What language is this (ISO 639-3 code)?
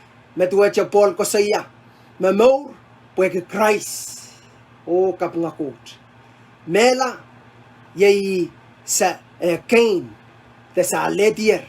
pon